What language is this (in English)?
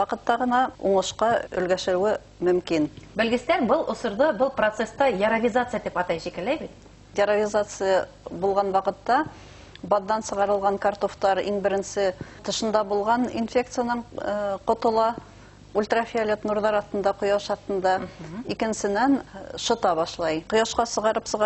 Bashkir